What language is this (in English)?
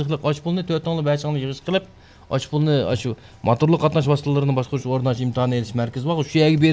Uyghur